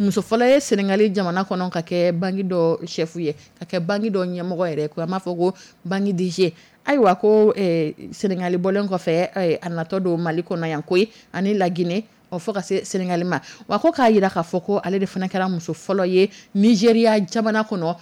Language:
Dyula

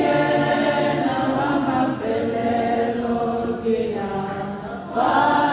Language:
Tswana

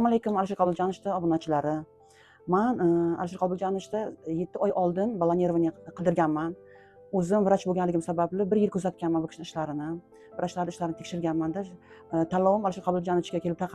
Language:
Uzbek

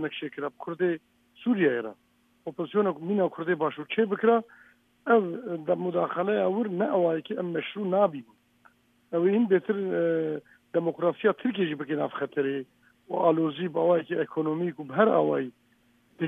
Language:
Kurdish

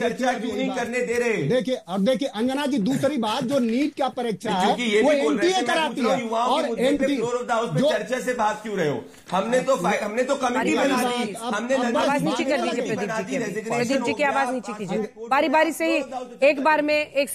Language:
Hindi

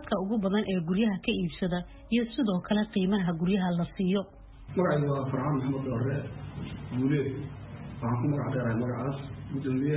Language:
Somali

